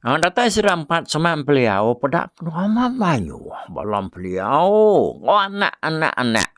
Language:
Iban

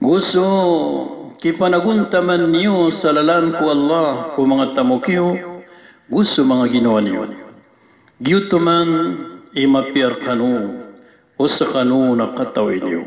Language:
Maranao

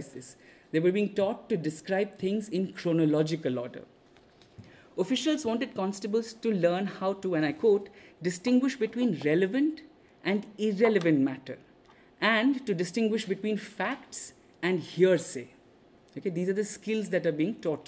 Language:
English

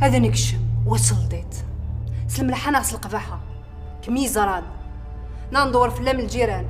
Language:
Kabyle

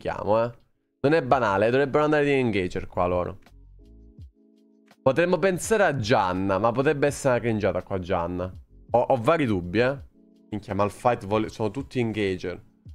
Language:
Italian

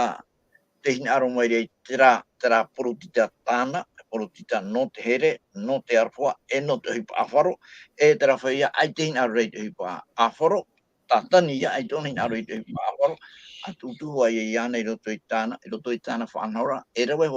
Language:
Tahitian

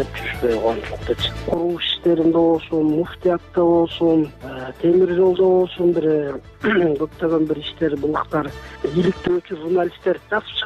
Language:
Kyrgyz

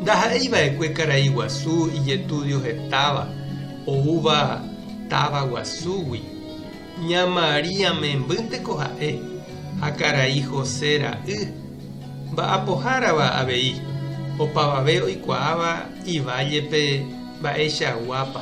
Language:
Guarani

